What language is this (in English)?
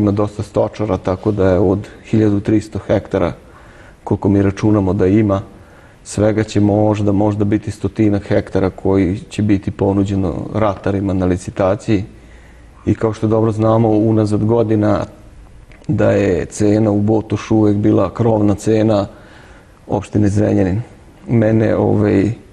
Serbian